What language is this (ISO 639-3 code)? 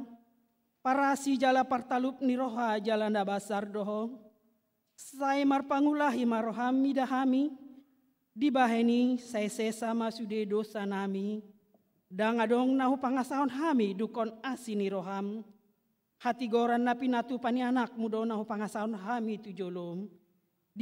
bbc